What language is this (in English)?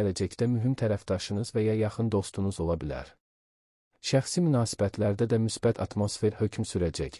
Azerbaijani